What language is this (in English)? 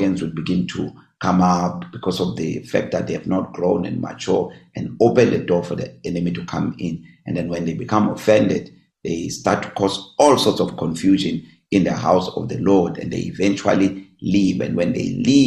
English